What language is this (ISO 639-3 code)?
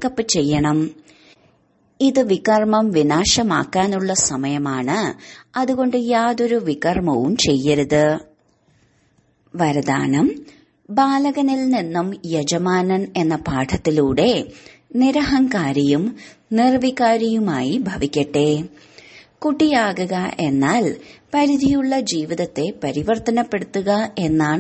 mal